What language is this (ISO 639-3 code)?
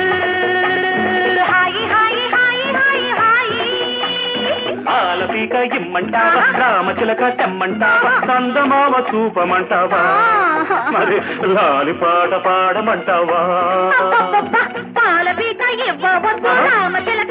tel